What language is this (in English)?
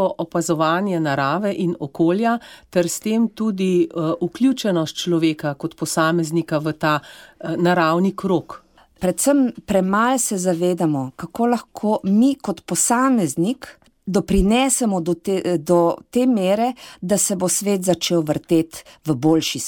Slovenian